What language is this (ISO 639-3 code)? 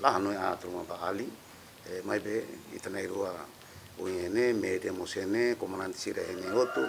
tet